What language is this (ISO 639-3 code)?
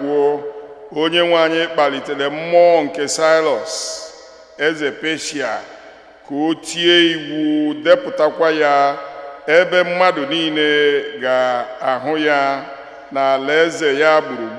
ibo